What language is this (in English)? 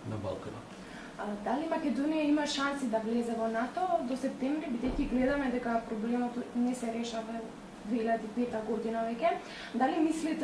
Macedonian